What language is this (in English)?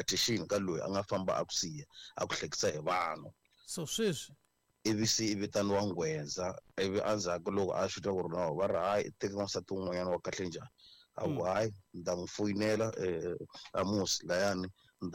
Tsonga